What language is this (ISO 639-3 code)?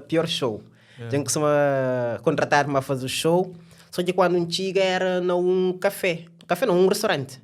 kea